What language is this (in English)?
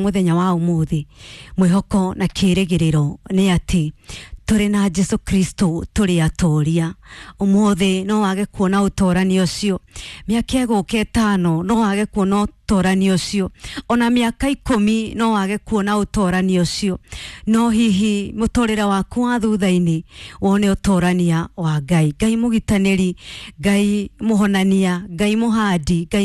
Kikuyu